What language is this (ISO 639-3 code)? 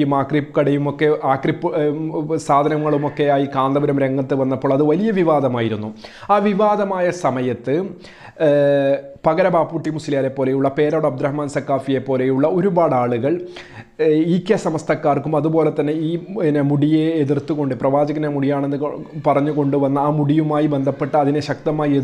mal